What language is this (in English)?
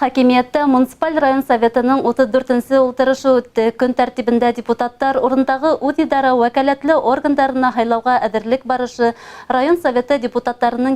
Bashkir